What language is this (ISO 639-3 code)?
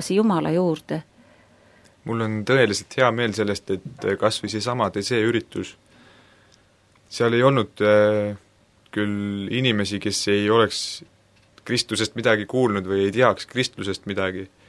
est